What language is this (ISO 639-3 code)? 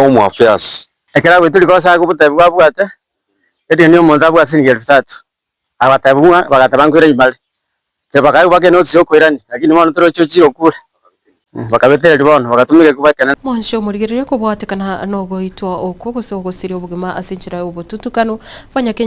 guz